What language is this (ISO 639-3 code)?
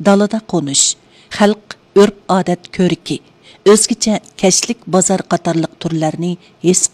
uig